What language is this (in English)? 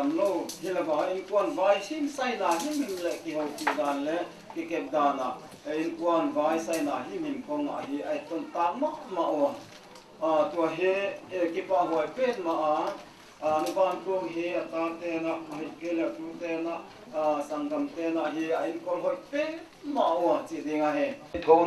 Paite Chin